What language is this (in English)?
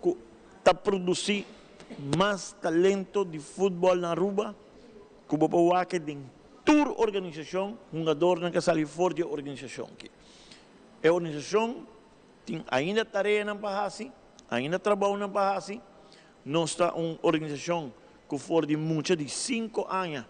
Papiamento